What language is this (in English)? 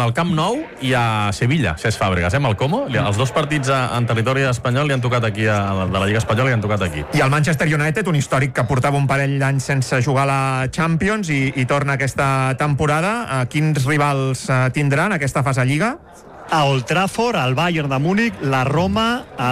Catalan